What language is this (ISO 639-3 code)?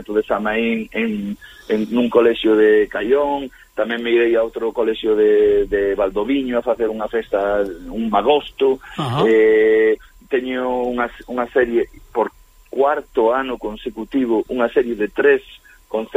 glg